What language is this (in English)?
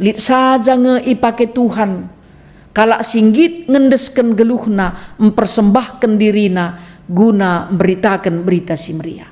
Batak Karo